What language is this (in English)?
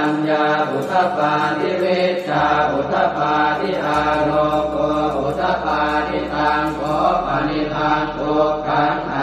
Pali